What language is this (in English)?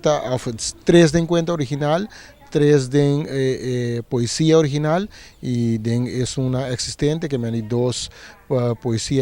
Papiamento